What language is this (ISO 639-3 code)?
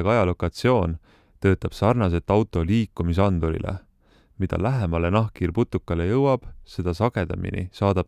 est